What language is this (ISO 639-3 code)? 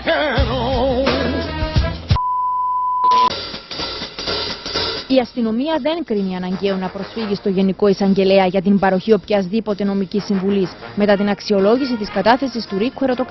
ell